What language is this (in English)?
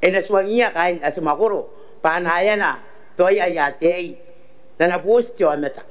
Gilbertese